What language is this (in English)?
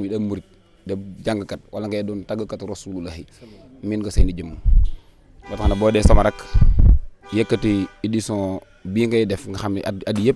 Wolof